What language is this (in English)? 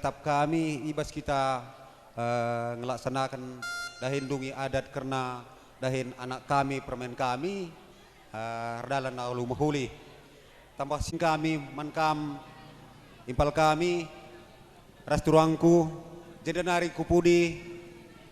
Batak Karo